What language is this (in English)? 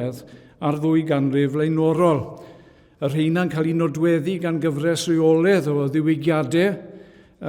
Welsh